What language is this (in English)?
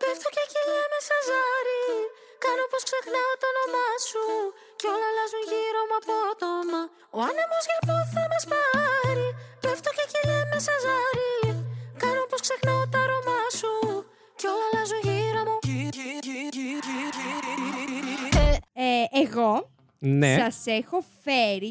Greek